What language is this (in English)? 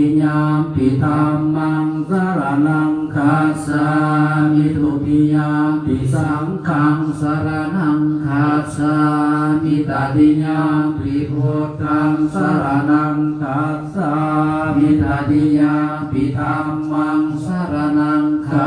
Pali